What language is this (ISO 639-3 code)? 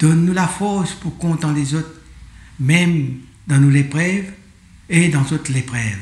mfe